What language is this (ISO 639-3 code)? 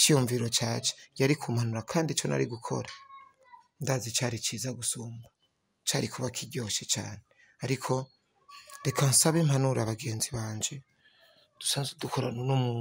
run